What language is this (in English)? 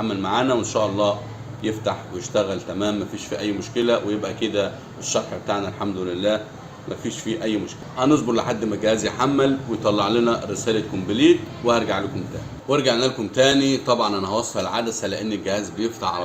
Egyptian Arabic